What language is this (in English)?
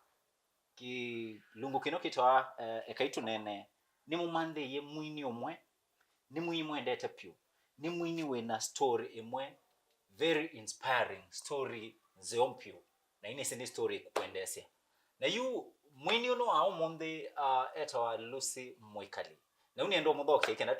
Kamba